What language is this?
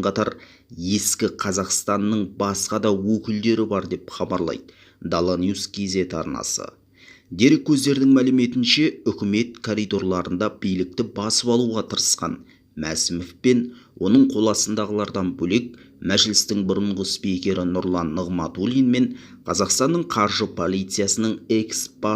Kazakh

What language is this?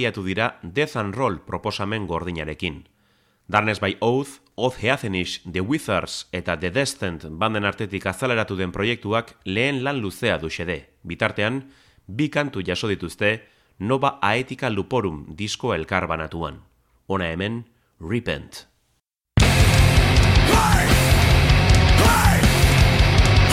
Basque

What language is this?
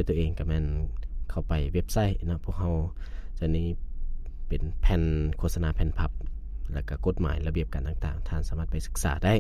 Lao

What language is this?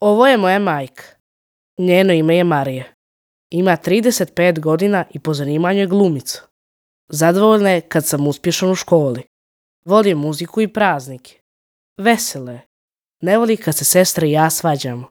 Croatian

